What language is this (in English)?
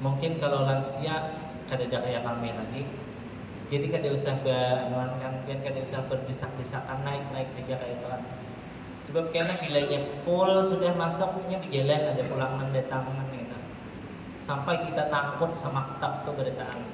Banjar